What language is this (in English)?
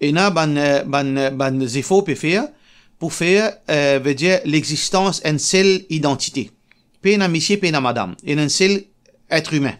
Morisyen